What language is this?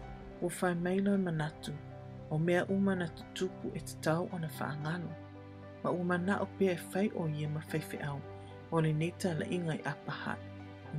Samoan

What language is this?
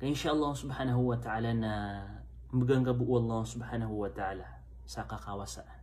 Maranao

